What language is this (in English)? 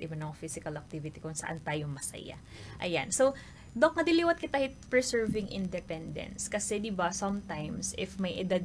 Waray